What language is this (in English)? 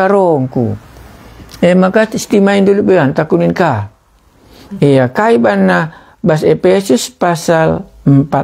Batak Karo